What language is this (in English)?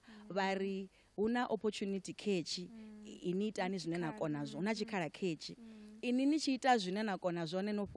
Venda